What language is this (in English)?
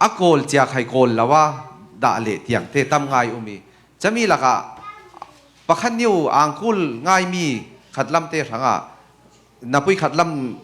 Falam Chin